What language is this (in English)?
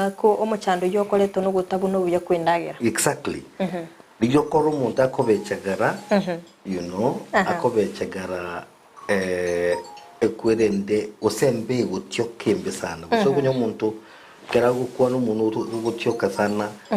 Gusii